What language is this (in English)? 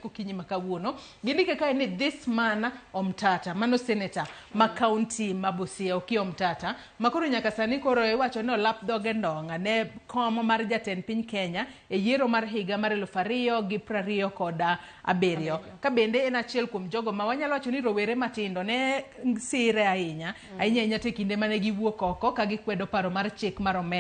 Luo (Kenya and Tanzania)